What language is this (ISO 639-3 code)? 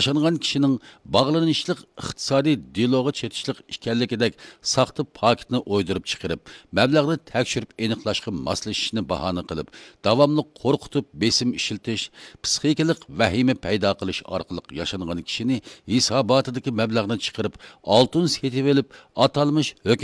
uig